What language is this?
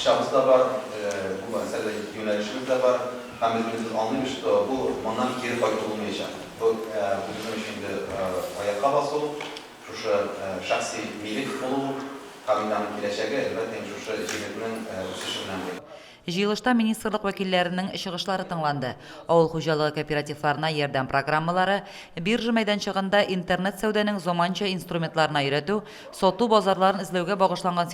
Tatar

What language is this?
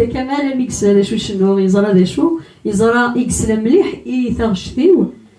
Kabyle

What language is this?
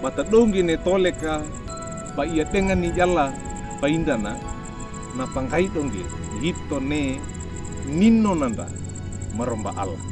Wejewa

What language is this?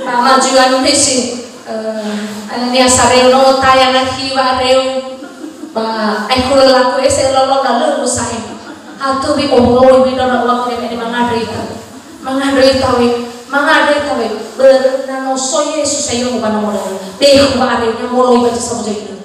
Nias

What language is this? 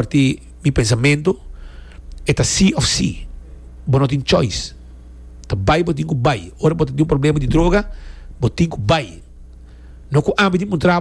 Papiamento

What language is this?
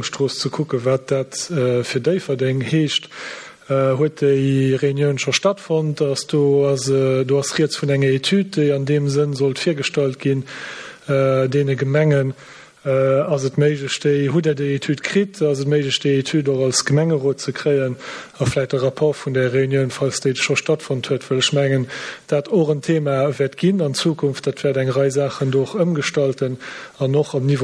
Luxembourgish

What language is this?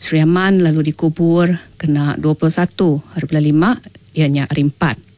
Iban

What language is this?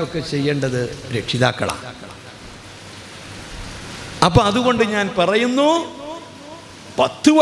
Malayalam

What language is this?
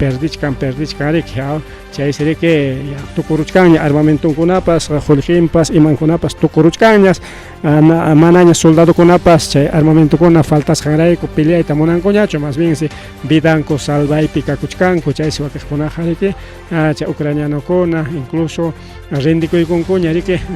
Ayacucho Quechua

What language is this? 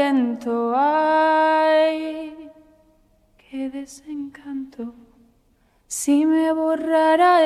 Basque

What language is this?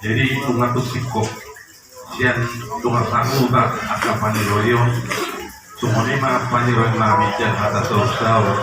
Batak Toba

